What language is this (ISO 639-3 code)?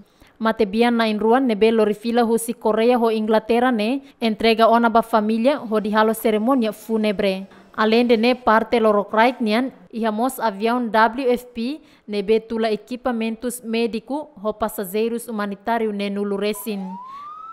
tet